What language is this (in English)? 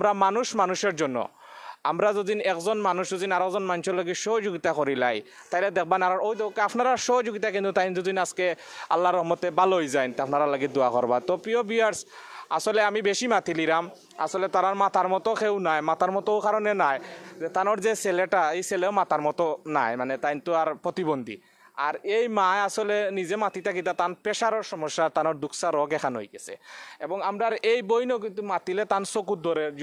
Sylheti